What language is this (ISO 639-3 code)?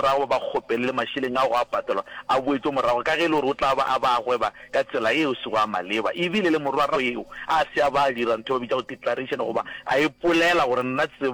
nso